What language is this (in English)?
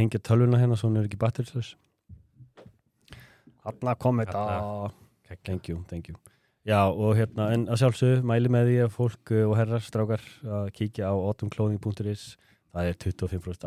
Icelandic